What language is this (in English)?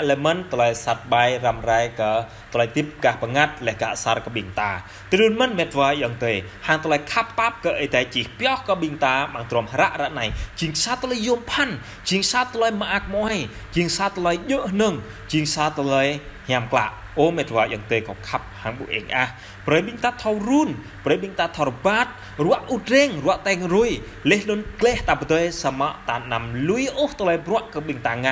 Jarai